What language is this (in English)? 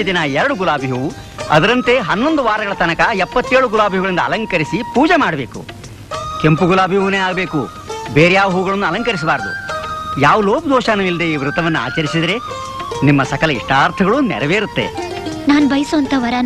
Kannada